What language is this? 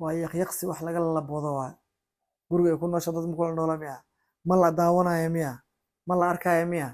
Somali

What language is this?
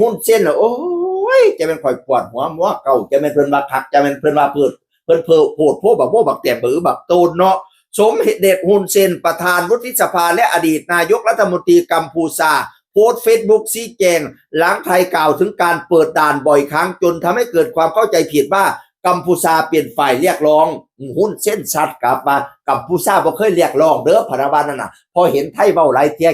Northeastern Thai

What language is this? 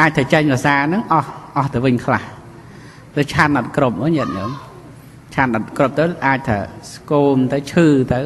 Khmer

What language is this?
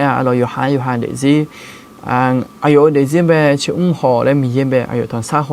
Akha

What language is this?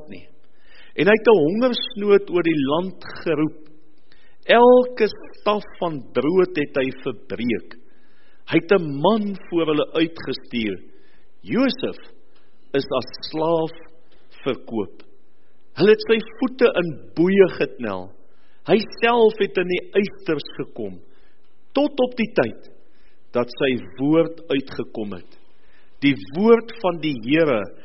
Afrikaans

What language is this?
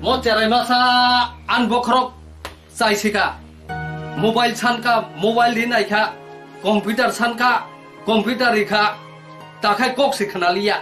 Kok Borok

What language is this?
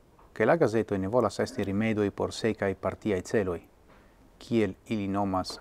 Esperanto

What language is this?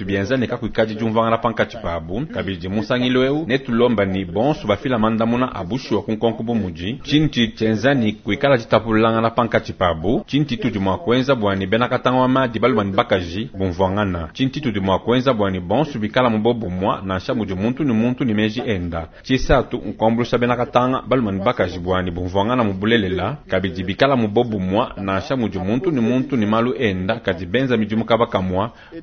Luba-Lulua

